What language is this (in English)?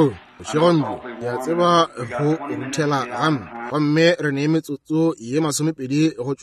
Northern Sotho